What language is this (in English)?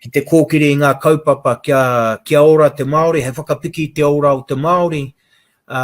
Māori